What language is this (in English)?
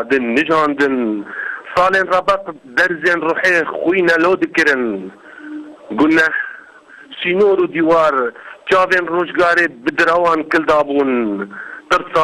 Kurdish